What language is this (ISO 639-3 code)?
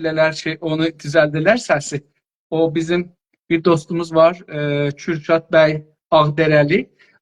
azb